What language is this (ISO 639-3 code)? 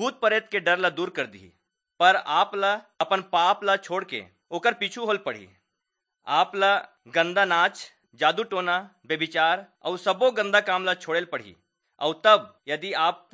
hne